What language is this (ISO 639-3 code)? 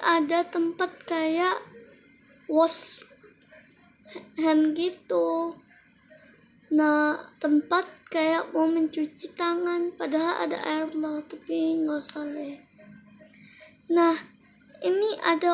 ind